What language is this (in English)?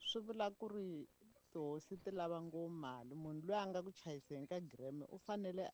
Tsonga